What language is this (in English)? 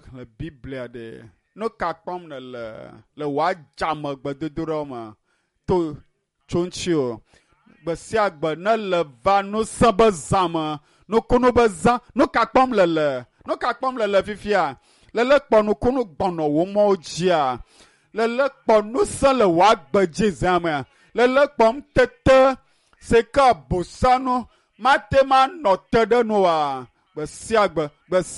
Ewe